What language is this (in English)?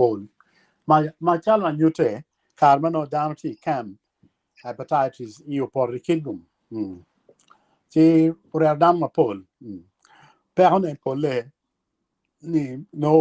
Acoli